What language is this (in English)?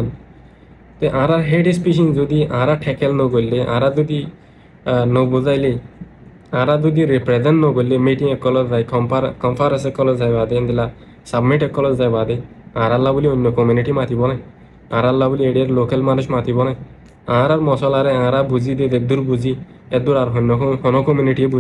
Rohingya